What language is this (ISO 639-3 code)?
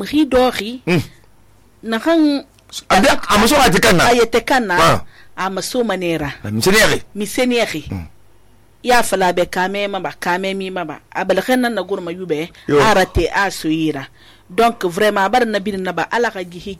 sus